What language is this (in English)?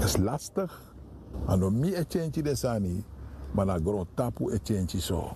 Sranan Tongo